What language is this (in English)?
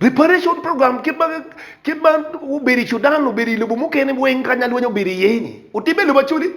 Acoli